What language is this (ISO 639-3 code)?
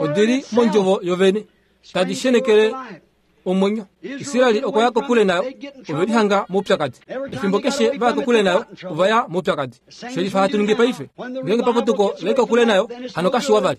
kua